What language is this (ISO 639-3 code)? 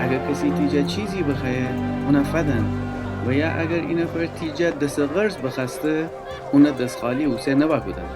glk